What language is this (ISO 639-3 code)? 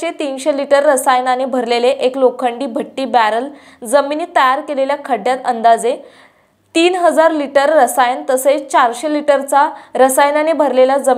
mar